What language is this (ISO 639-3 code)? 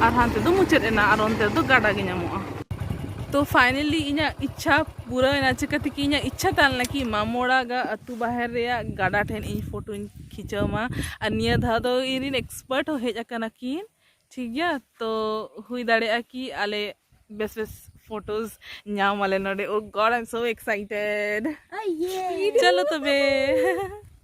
sat